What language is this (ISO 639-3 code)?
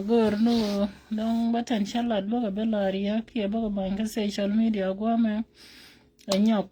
nus